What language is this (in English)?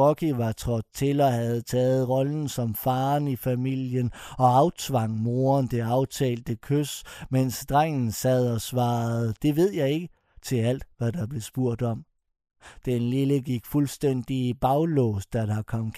Danish